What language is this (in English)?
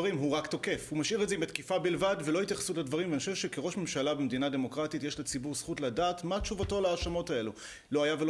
Hebrew